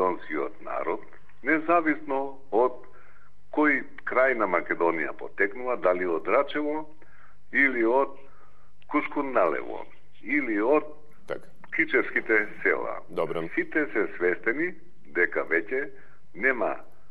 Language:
Macedonian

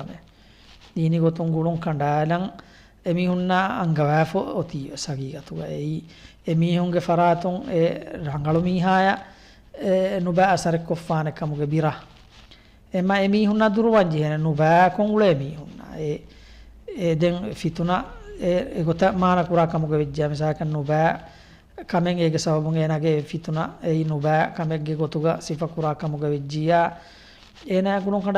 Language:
Divehi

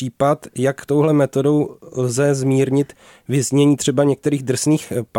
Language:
Czech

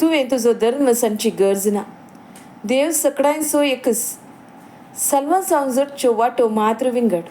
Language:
Konkani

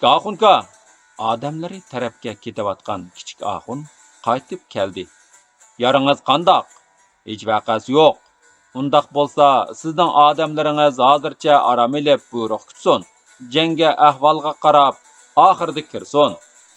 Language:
Uyghur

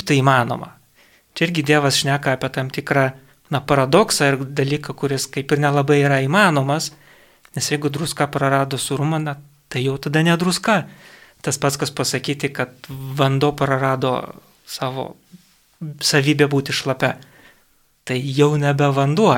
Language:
Lithuanian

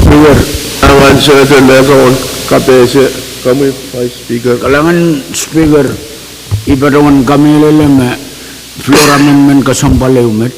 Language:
Pohnpeian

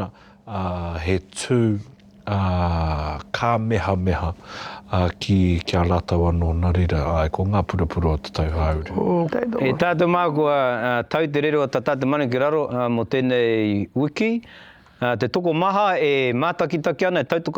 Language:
Māori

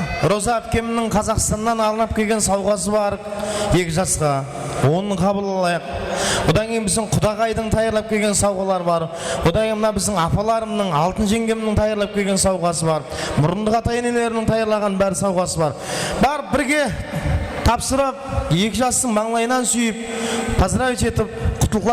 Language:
Kara-Kalpak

